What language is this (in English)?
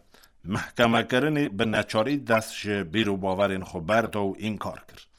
Kurdish